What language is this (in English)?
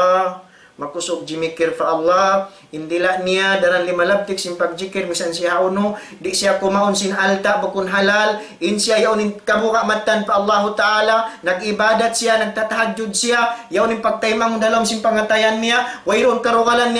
Tausug